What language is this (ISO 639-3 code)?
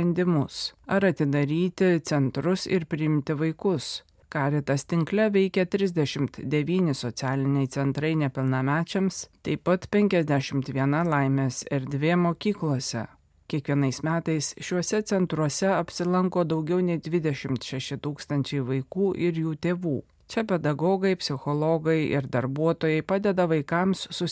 lit